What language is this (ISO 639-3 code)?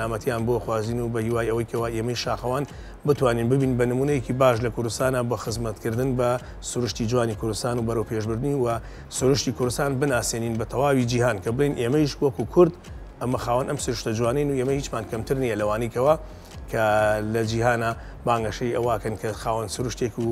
ckb